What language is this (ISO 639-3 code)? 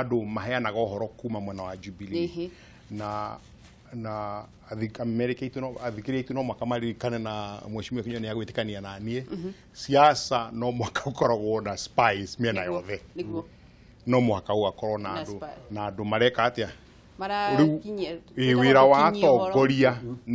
kik